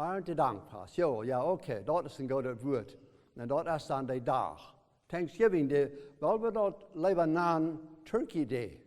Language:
Plautdietsch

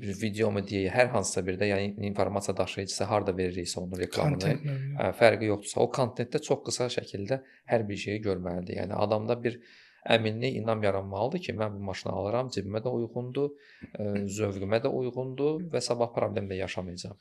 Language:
Azerbaijani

